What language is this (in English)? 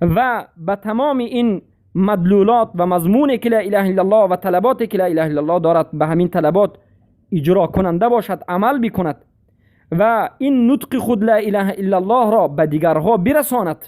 Persian